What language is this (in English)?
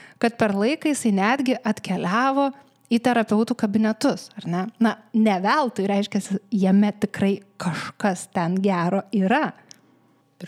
Lithuanian